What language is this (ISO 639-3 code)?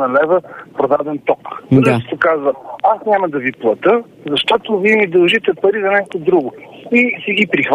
bul